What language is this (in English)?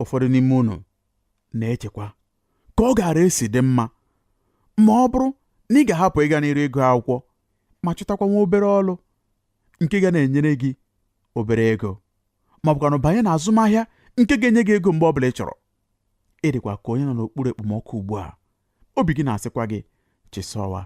Igbo